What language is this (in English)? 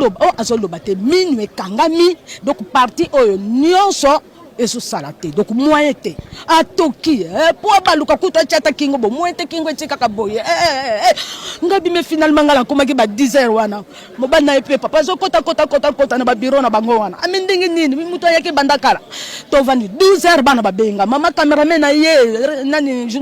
Lingala